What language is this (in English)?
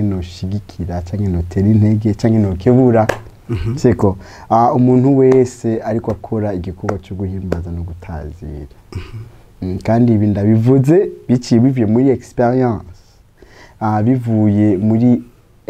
Rundi